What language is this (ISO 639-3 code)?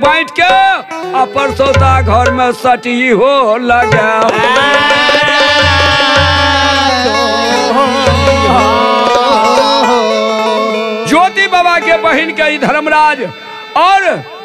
bho